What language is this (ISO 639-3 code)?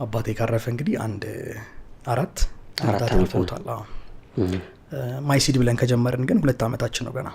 amh